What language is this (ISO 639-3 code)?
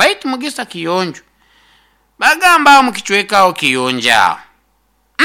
nyo